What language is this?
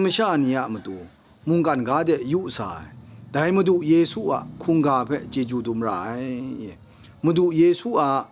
Kachin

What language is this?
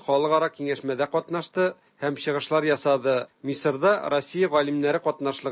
Tatar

